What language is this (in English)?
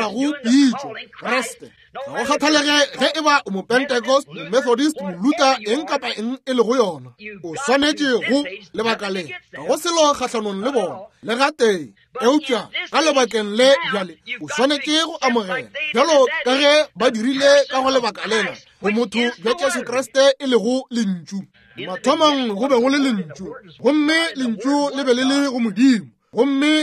Northern Sotho